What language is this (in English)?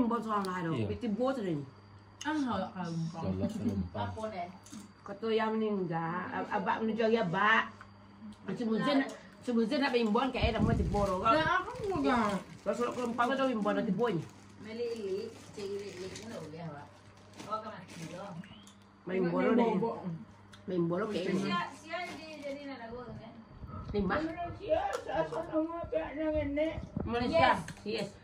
Minangkabau